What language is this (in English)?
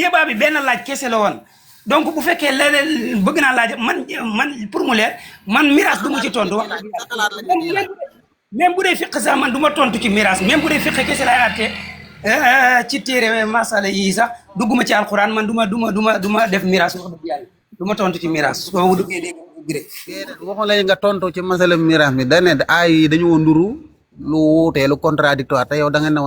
Wolof